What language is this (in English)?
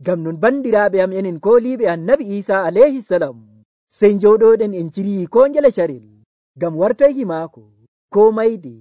Nigerian Fulfulde